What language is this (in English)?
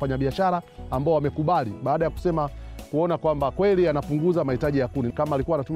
Swahili